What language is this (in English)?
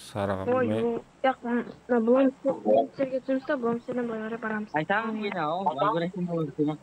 Kara-Kalpak